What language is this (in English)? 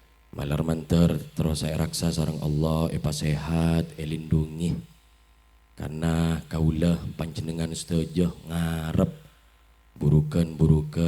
Madurese